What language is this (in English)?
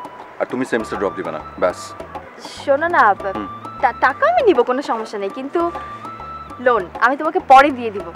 Bangla